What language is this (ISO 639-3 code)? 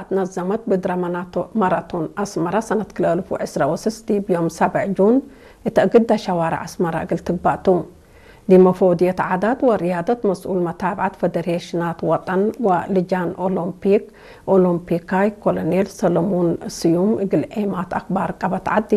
tig